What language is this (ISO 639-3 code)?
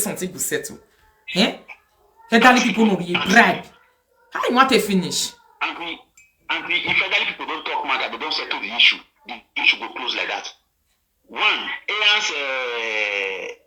pcm